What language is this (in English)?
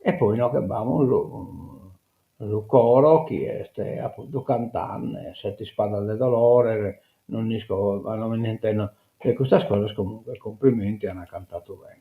Sardinian